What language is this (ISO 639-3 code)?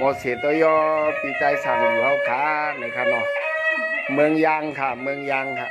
shn